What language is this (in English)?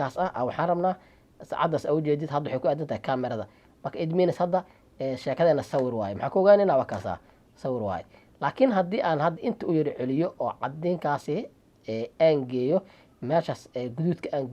Somali